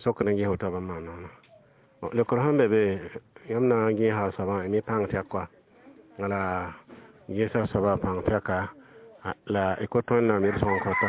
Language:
Mossi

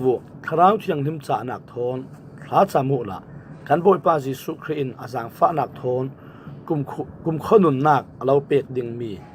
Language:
Falam Chin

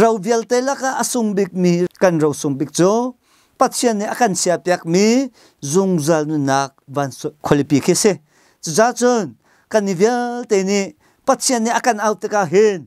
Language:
Hakha Chin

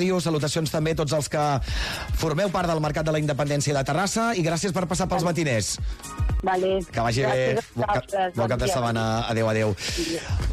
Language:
Catalan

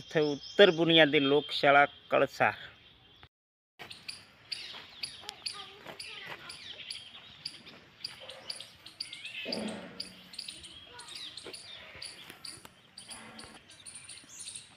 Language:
Gujarati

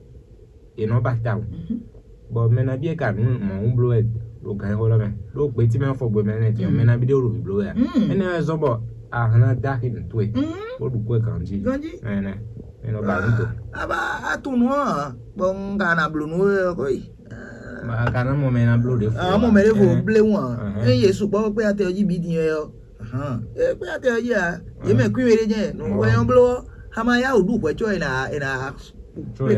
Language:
Fon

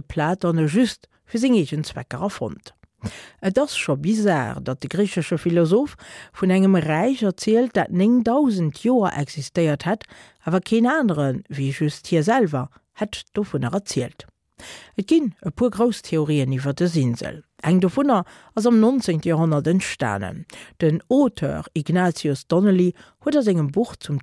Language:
Luxembourgish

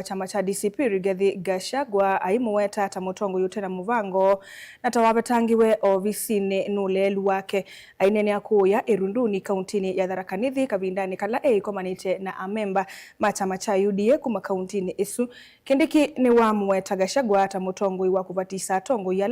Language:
Kamba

